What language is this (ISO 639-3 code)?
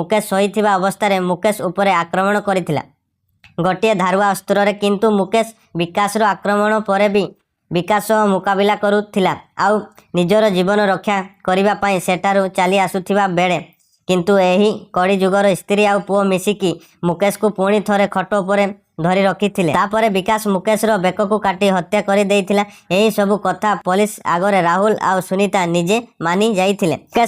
ori